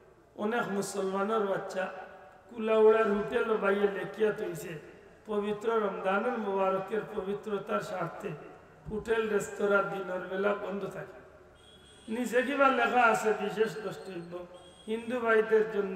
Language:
Sylheti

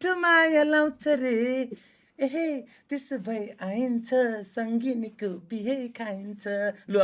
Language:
Nepali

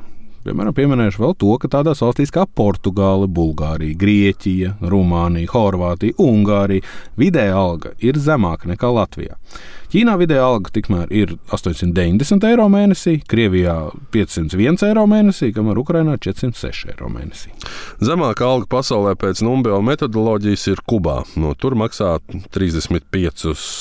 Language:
Latvian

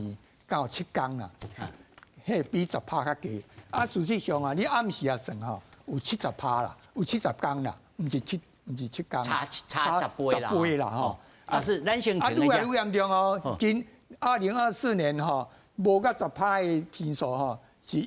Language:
Min Nan Chinese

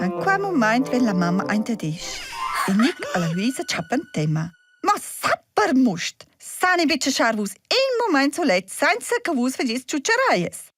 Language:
Romansh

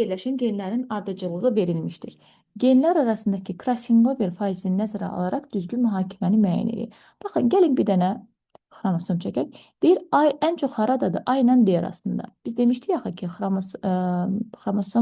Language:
Azerbaijani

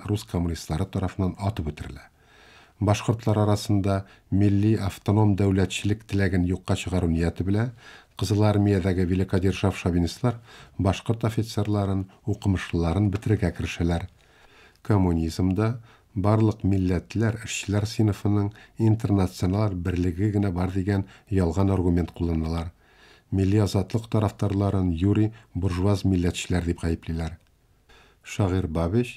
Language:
Tatar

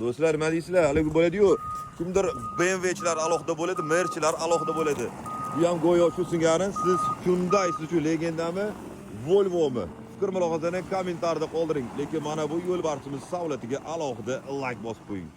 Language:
Uzbek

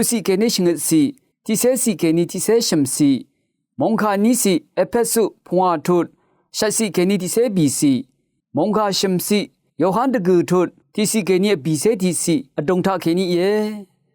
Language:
Rawang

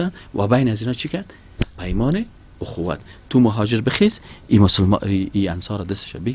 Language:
Persian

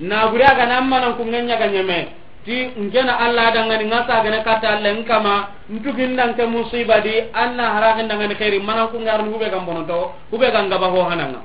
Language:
Soninke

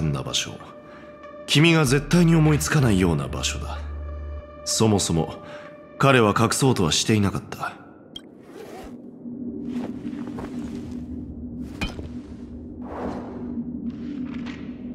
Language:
Japanese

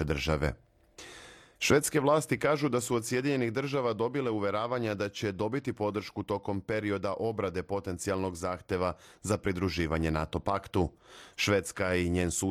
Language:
Serbian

